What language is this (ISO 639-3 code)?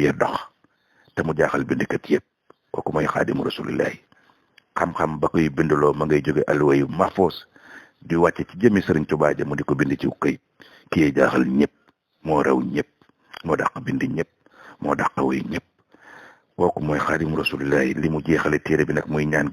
wol